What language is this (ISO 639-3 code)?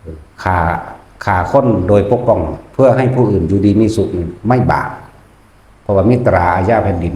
lao